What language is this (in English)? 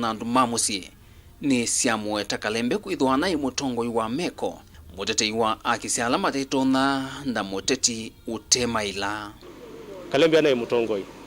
Kamba